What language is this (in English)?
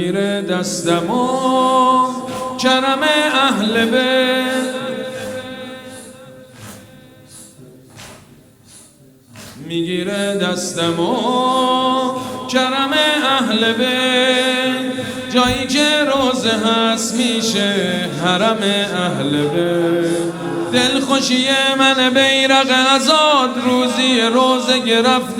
Persian